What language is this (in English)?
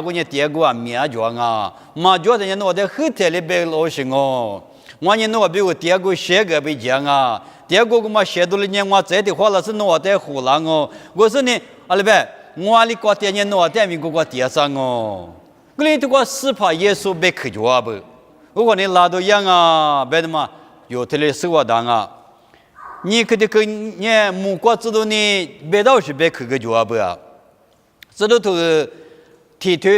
Lisu